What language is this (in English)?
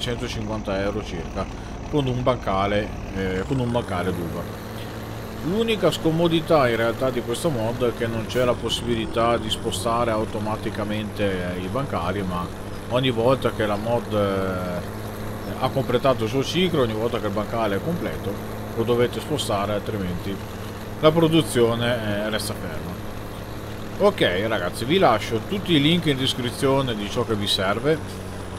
Italian